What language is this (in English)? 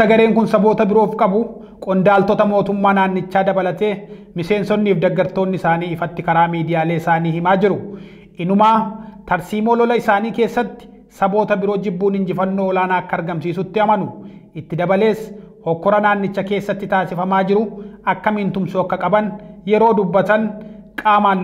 Oromo